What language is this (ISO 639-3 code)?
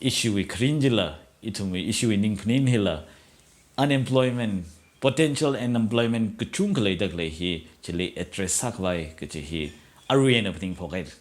nmf